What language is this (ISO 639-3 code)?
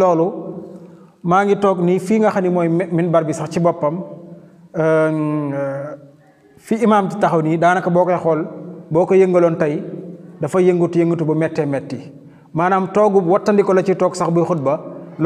wol